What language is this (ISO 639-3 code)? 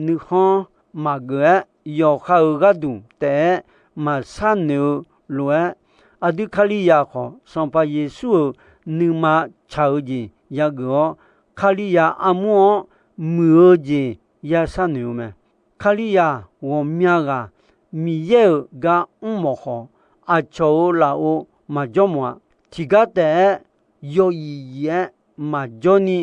ahk